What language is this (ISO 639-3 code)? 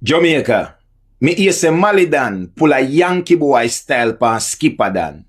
jam